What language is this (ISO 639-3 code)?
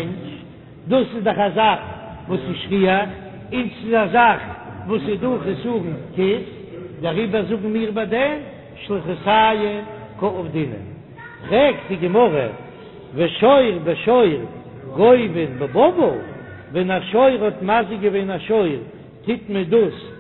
yid